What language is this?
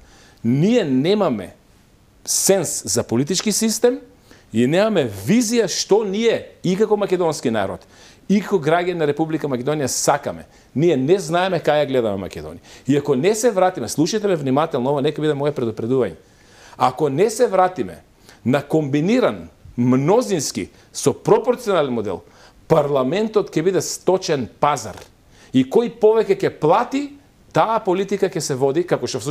Macedonian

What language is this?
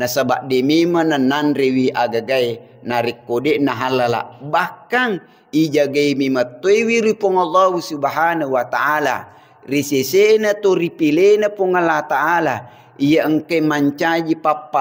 Buginese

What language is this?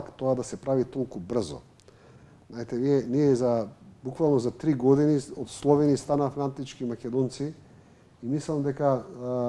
Macedonian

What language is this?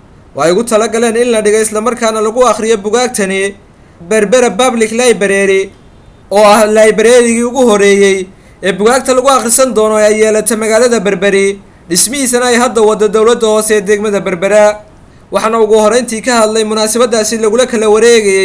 Somali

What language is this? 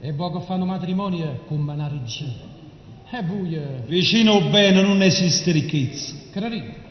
Neapolitan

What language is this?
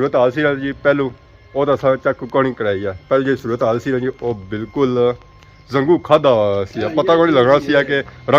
Pahari-Potwari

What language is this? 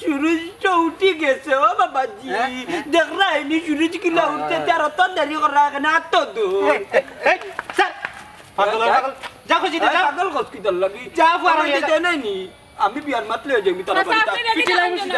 Sylheti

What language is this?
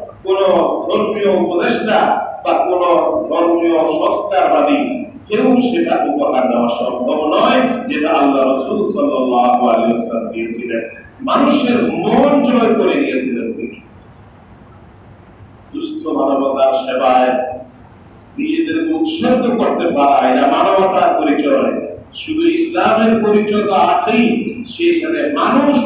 Bangla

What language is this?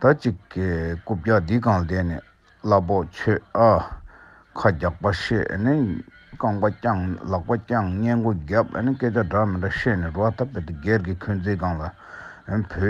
Tibetan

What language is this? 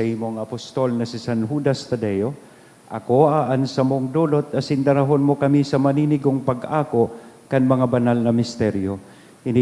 Bikol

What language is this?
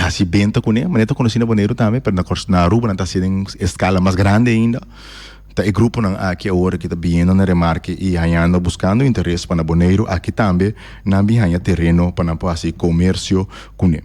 Papiamento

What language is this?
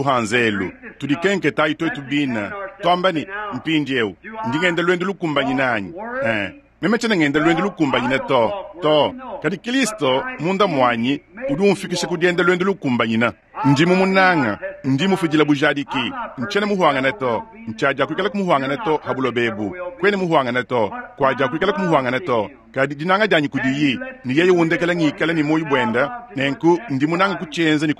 Luba-Lulua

